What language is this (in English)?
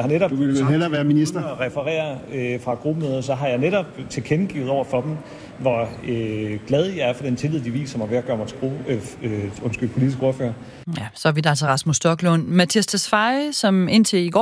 Danish